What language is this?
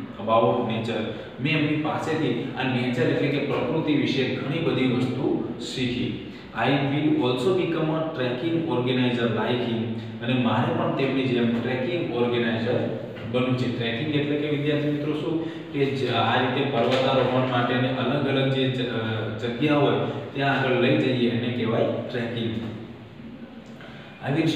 Gujarati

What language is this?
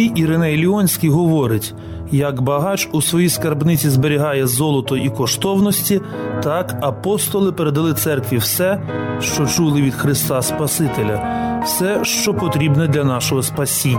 Ukrainian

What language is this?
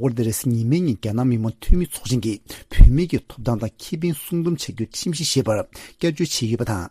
Tibetan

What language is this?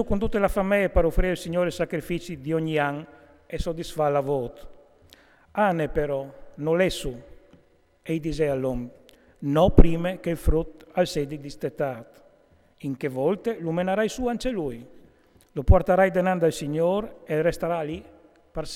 Friulian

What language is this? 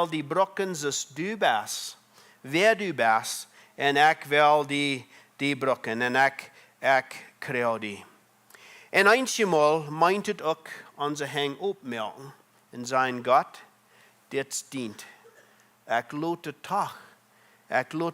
Plautdietsch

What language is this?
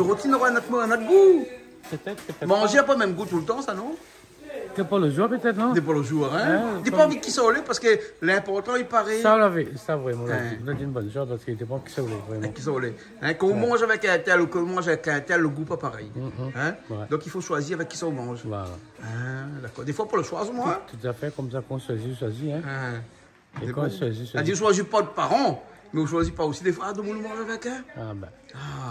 Réunion Creole French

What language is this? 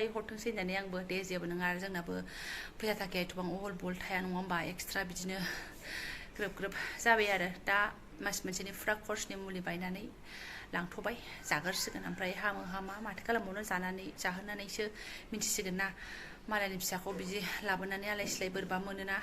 Bodo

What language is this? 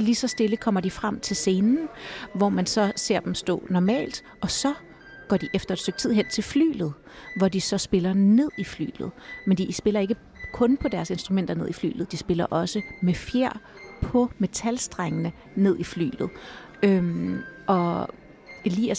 Danish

